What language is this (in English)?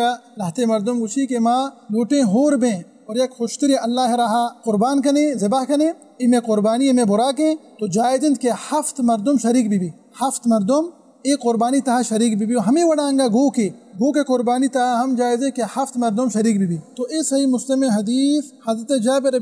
Baluchi